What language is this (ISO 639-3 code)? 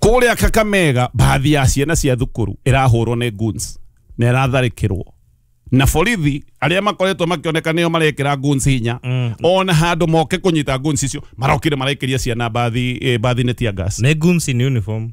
kik